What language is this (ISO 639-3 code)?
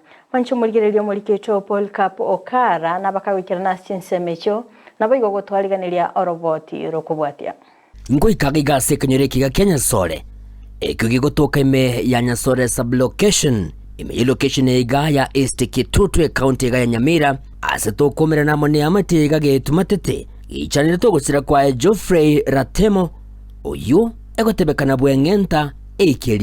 guz